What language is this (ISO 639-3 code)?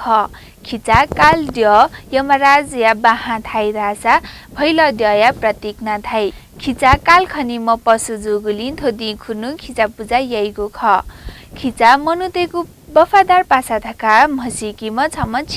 new